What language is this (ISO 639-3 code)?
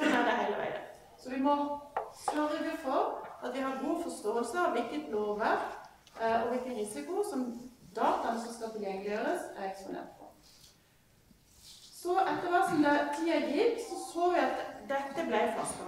nor